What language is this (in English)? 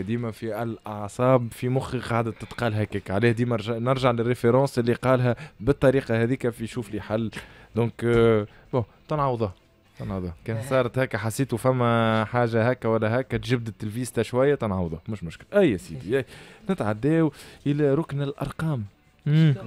Tunisian Arabic